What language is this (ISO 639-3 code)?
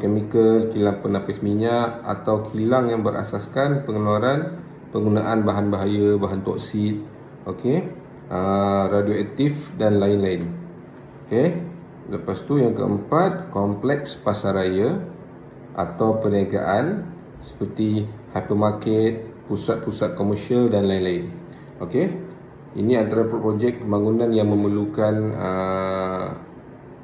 msa